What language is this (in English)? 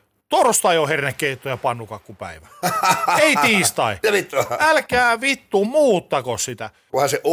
Finnish